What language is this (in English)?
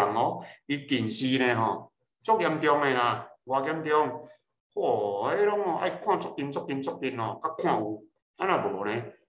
Min Nan Chinese